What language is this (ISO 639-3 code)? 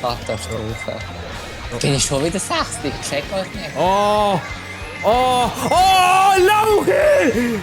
gsw